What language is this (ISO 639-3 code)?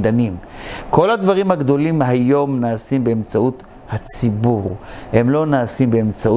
heb